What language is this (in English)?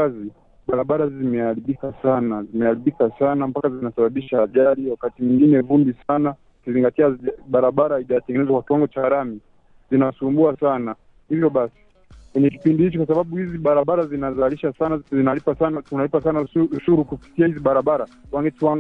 Swahili